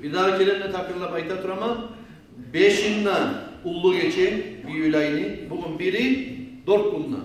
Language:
Kumyk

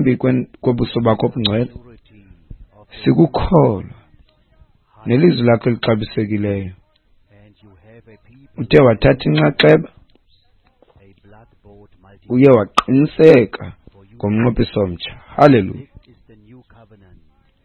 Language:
Xhosa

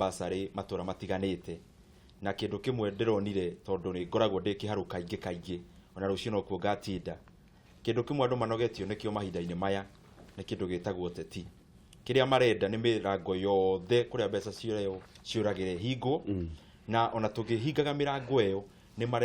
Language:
Kikuyu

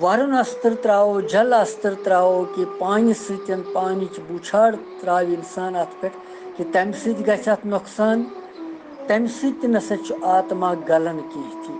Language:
Kashmiri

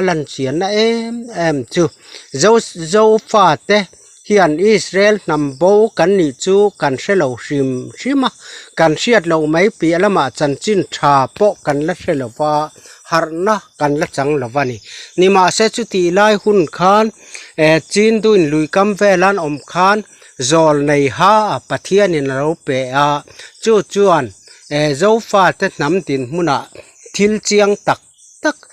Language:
Mizo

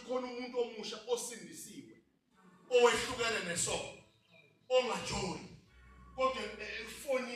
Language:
Zulu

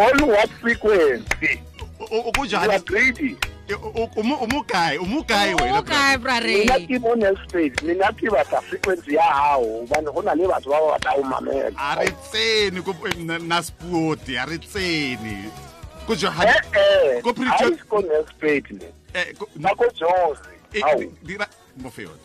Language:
Tswana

